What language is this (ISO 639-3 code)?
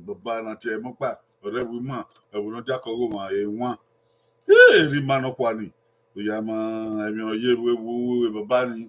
bin